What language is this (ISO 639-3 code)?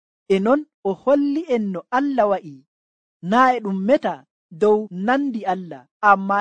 fuv